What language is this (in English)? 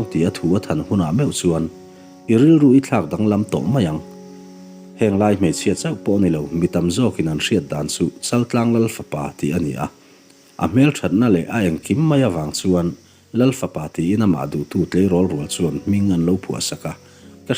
Mizo